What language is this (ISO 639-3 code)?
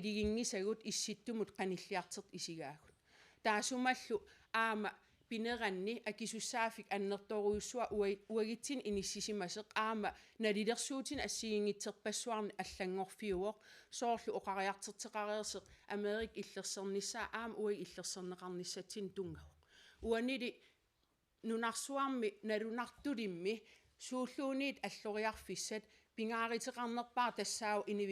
kal